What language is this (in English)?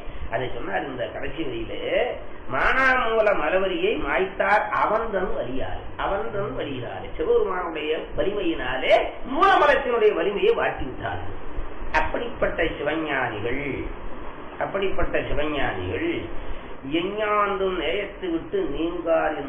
Tamil